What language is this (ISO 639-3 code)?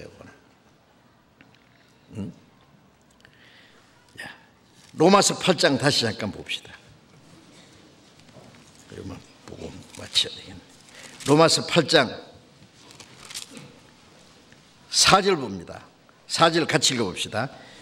kor